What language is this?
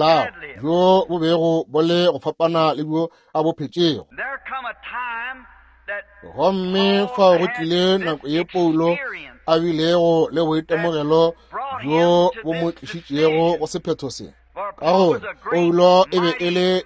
Northern Sotho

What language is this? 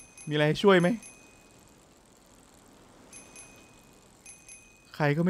Thai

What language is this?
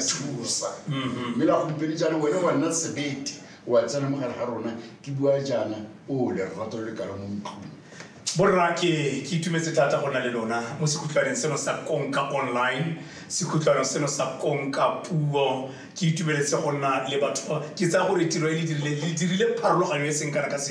Tswana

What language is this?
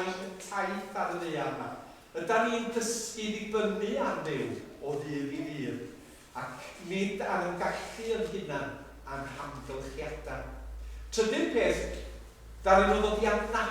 Welsh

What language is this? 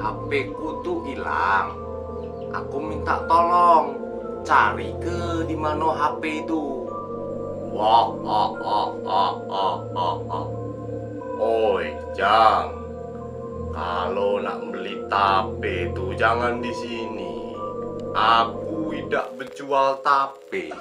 Musi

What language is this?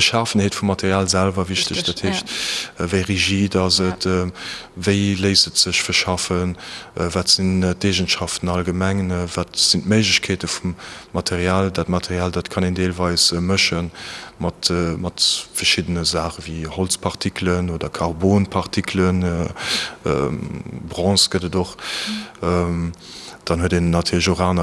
Luxembourgish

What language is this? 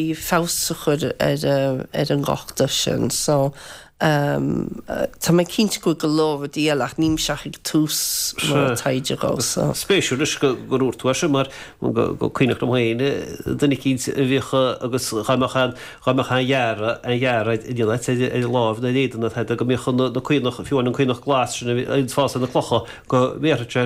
Irish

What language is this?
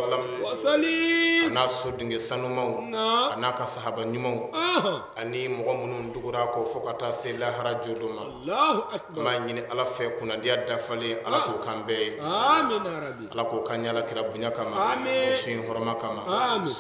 Bambara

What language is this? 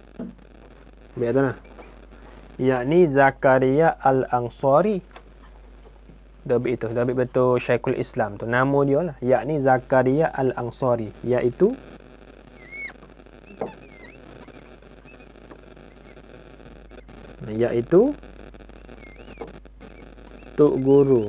Malay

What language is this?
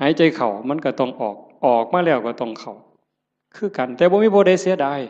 Northeastern Thai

